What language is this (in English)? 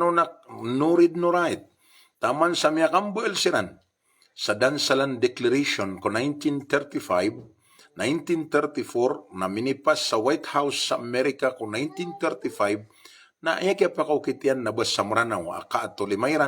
Maranao